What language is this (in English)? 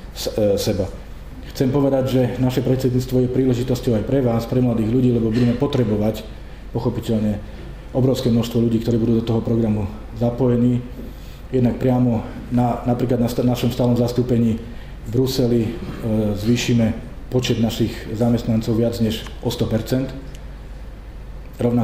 Slovak